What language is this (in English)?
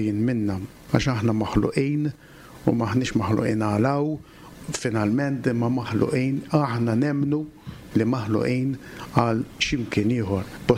Maltese